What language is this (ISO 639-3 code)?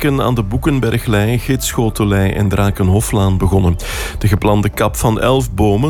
nld